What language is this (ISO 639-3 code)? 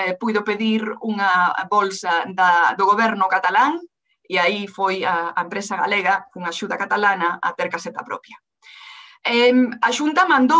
glg